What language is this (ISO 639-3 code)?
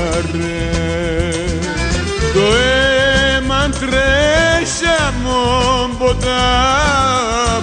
ell